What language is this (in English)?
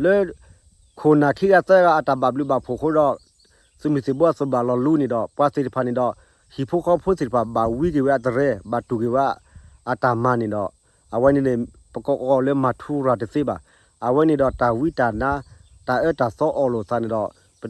S'gaw Karen